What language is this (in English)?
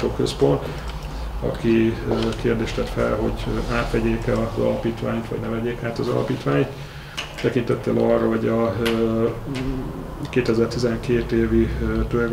Hungarian